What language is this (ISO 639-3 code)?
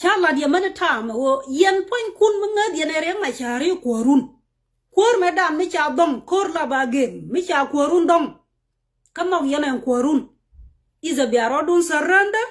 nus